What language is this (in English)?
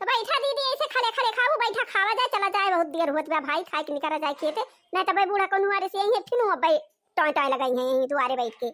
Awadhi